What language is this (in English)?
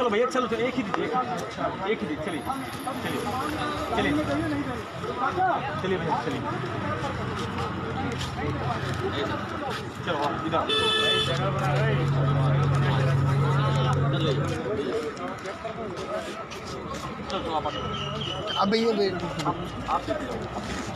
Hindi